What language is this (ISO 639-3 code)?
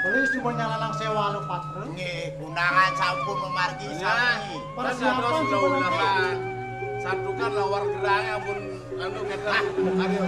ban